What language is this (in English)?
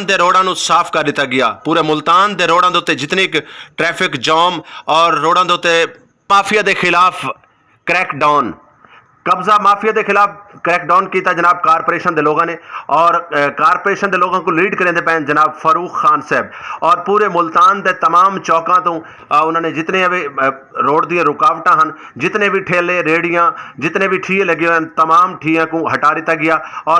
Saraiki